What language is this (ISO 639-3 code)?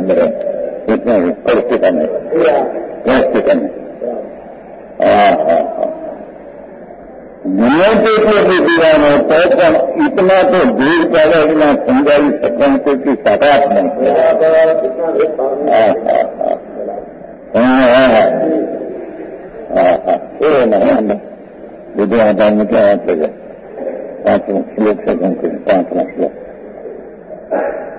hin